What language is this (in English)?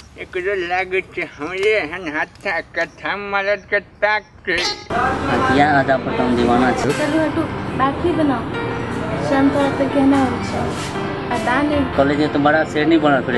Maithili